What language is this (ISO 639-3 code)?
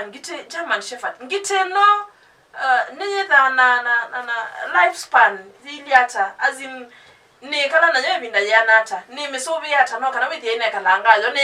kam